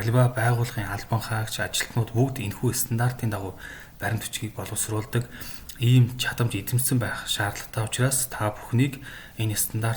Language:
Mongolian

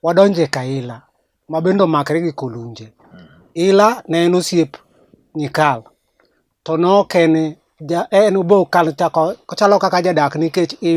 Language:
Luo (Kenya and Tanzania)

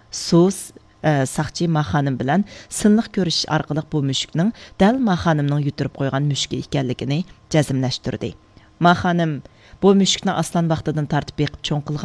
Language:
Uyghur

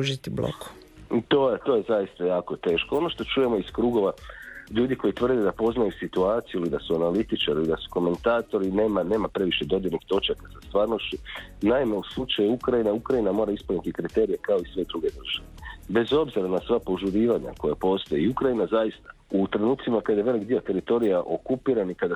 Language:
Croatian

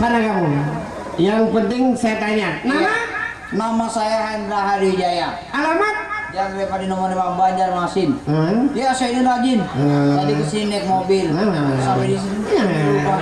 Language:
Banjar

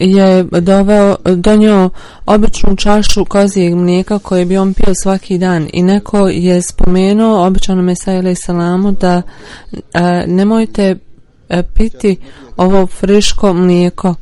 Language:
Bosnian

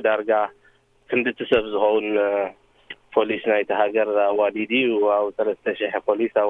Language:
Tigrinya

